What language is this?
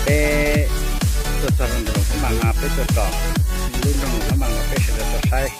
Hmong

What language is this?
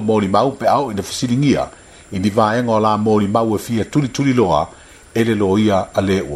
Samoan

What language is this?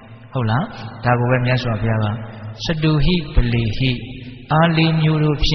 Burmese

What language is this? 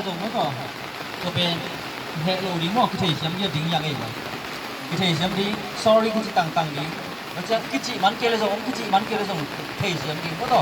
Tedim Chin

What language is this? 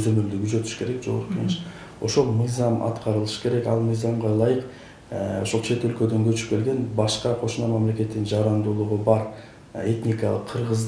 Kyrgyz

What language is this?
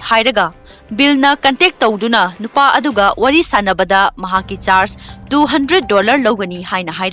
Manipuri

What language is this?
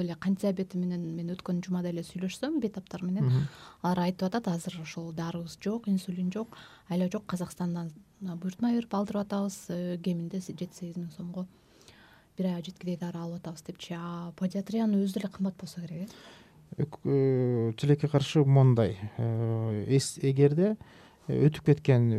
Kyrgyz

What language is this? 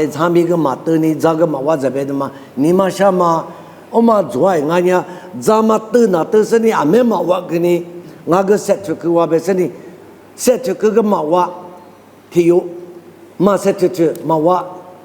Lisu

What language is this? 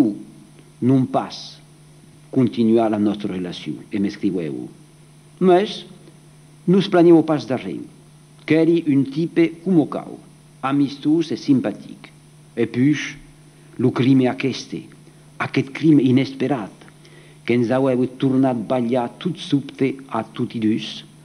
Occitan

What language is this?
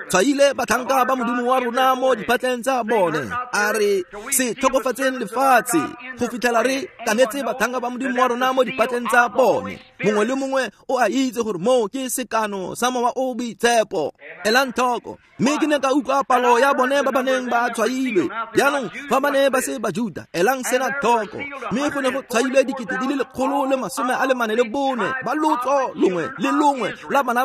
Tswana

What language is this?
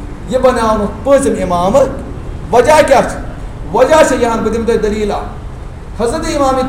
Kashmiri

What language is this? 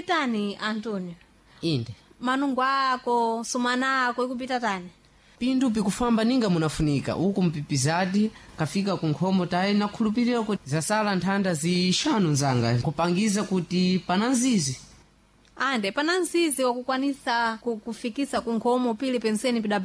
Sena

